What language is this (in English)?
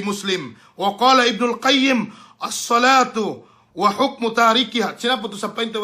Yakan